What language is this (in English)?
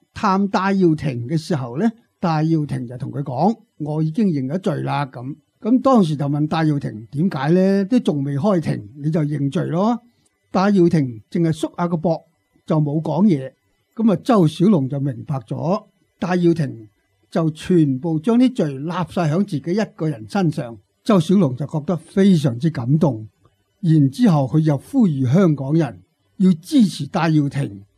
Cantonese